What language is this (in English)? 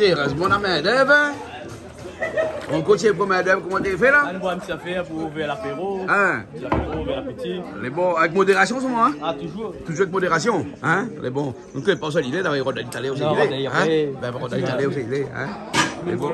Réunion Creole French